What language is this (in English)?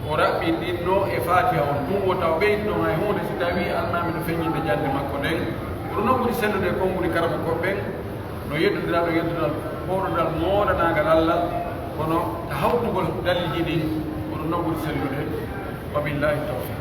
Pular